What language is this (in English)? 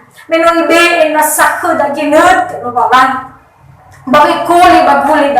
Nias